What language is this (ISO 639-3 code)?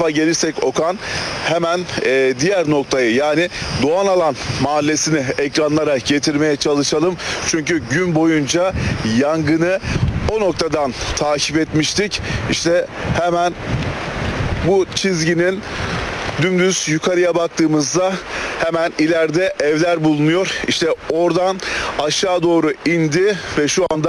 tur